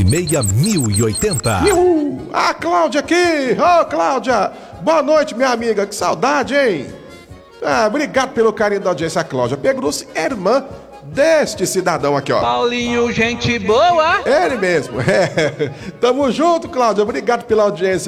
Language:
Portuguese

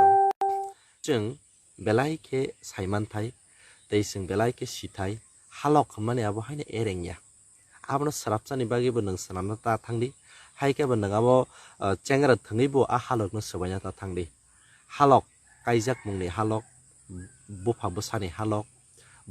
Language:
Kok Borok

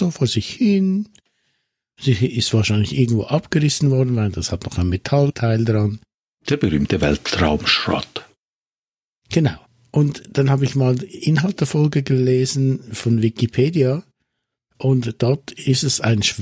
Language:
German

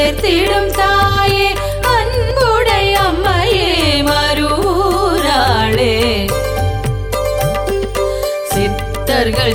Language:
Tamil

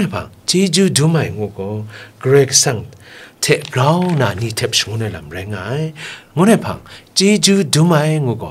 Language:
Kachin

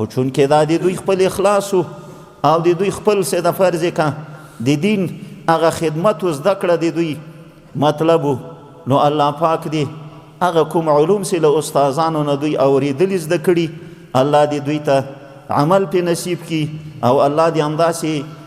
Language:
Pashto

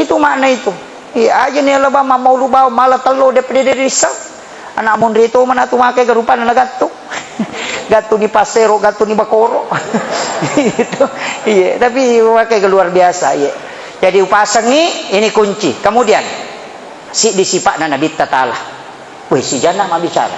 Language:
Buginese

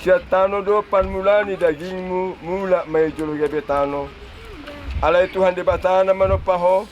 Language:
Batak Toba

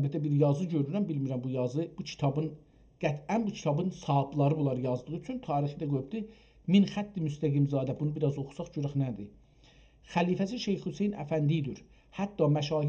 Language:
South Azerbaijani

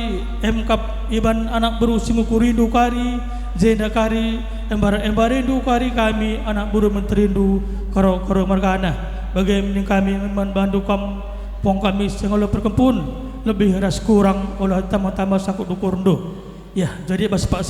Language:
Batak Karo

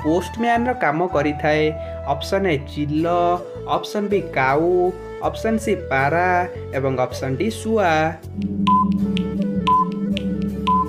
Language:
Odia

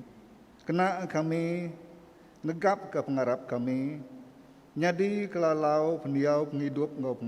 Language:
Iban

